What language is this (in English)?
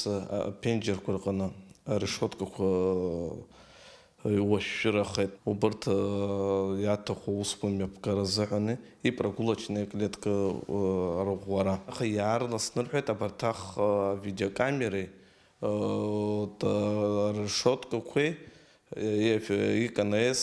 Abkhazian